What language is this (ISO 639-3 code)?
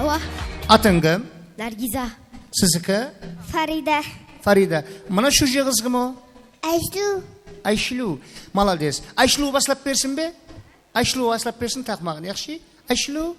kaa